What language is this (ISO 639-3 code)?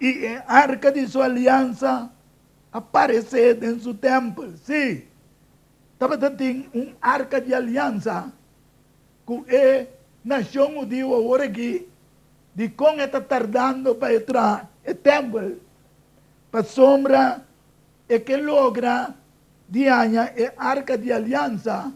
pap